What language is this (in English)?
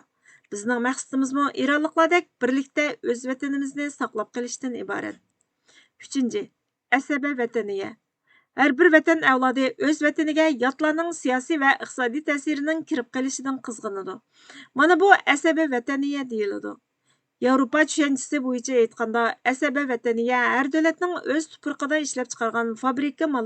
Uyghur